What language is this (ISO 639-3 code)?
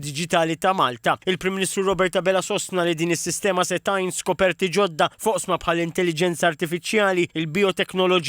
mlt